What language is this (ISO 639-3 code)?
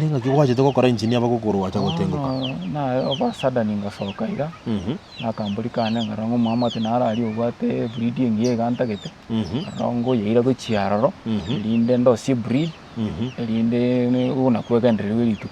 guz